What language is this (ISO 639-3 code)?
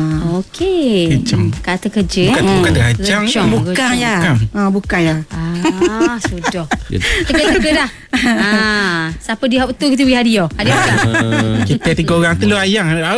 msa